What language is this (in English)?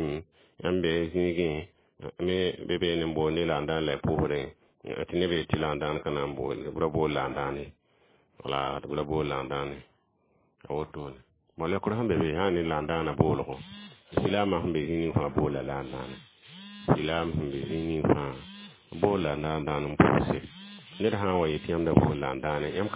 Mossi